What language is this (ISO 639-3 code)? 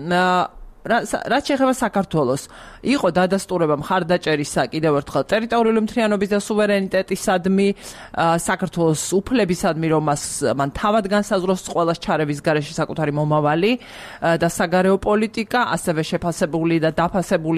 kat